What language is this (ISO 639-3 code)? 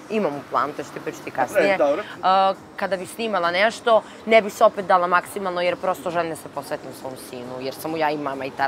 srp